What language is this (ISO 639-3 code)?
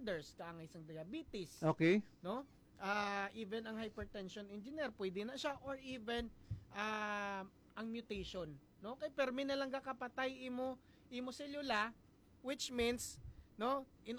hil